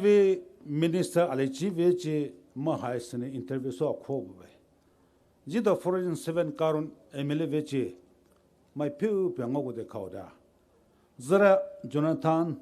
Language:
Poumei Naga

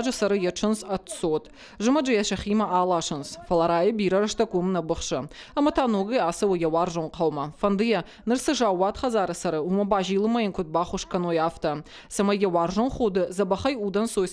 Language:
Ossetic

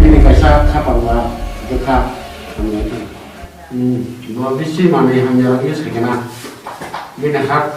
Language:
Kok Borok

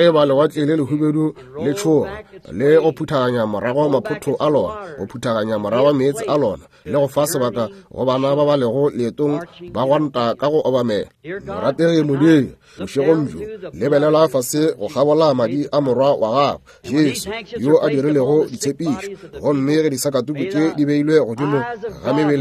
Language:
Northern Sotho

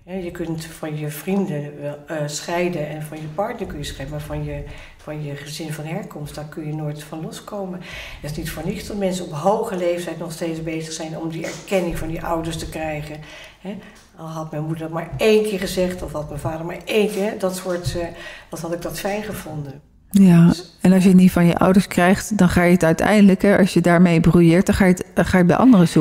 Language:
Dutch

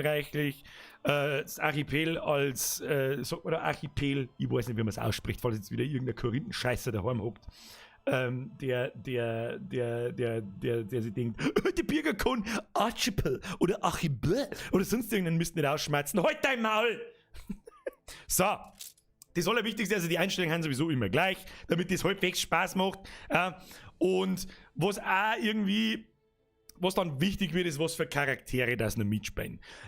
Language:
Bavarian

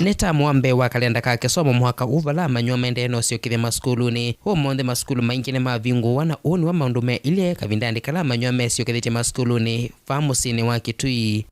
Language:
Kamba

